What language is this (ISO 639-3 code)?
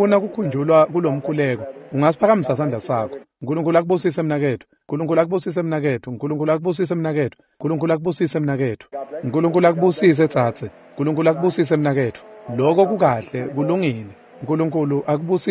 ssw